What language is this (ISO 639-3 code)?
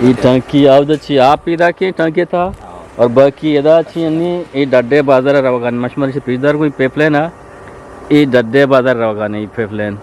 bgp